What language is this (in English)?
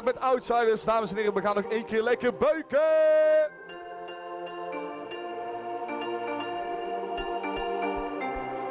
Dutch